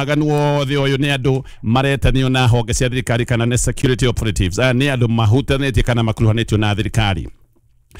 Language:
Kikuyu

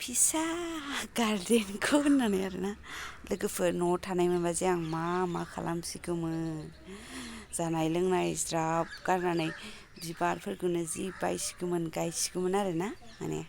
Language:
Bodo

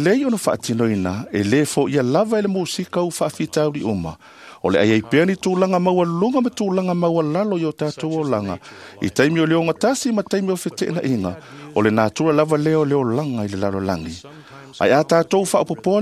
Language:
Samoan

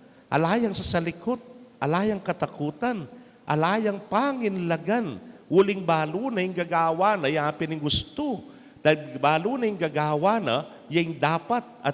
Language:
Pampanga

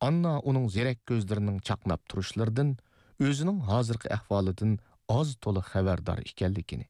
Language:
Uyghur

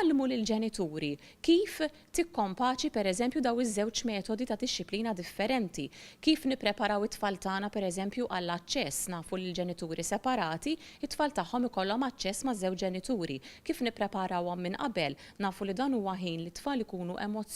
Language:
Maltese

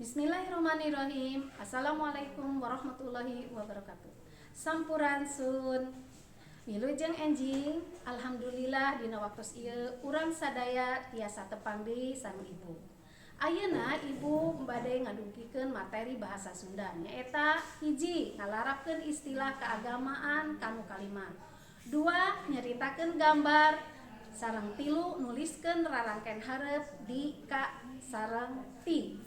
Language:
Sundanese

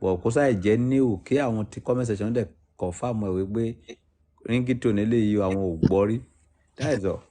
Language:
Yoruba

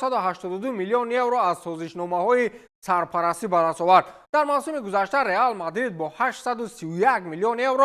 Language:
Tajik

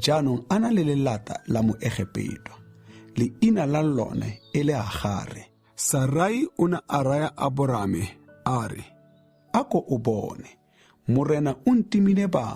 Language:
Tswana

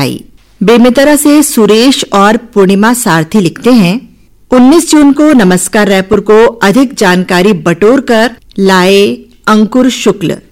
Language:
Hindi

